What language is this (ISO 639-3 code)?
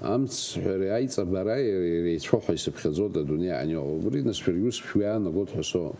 abk